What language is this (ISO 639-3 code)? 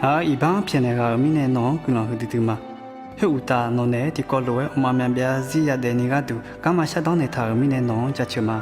ahk